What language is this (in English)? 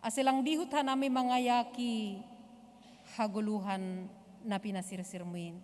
Batak Simalungun